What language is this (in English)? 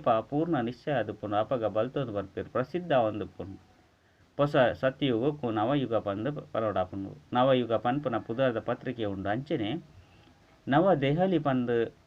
Tulu